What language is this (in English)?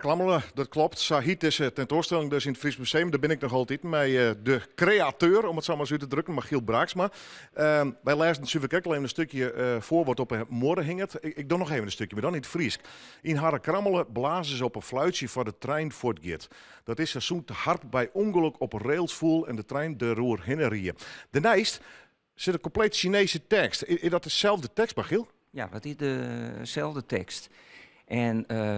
Western Frisian